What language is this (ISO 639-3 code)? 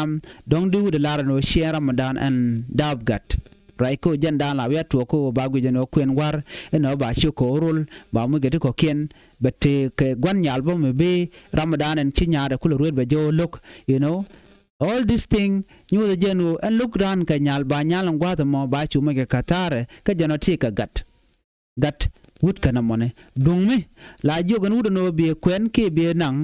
nus